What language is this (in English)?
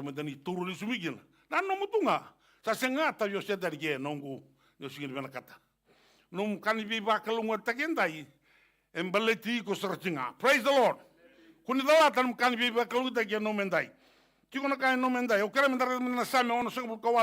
Fijian